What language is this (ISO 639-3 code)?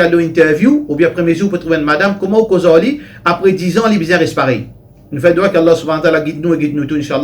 mfe